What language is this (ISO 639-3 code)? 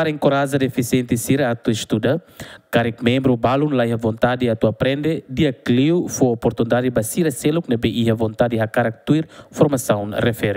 tet